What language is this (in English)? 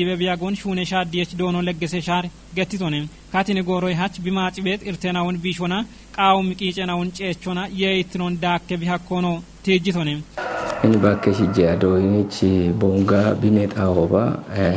Kafa